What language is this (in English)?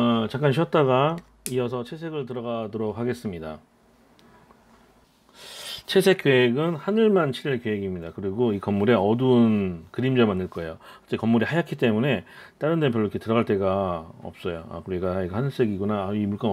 Korean